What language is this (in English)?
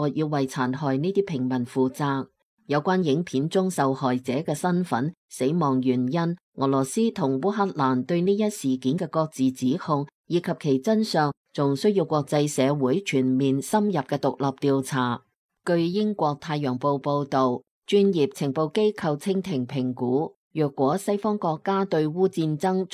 Cantonese